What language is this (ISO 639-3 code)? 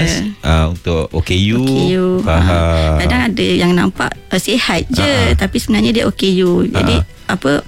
msa